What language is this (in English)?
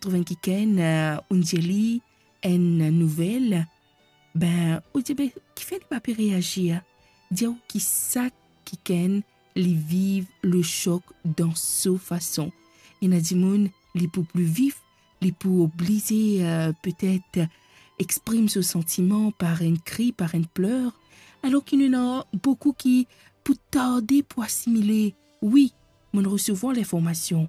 Morisyen